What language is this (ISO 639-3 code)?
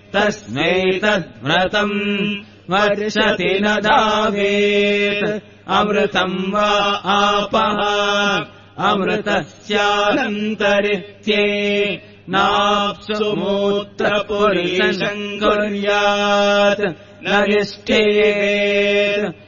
san